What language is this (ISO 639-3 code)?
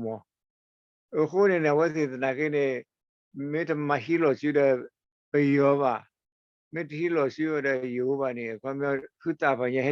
ksw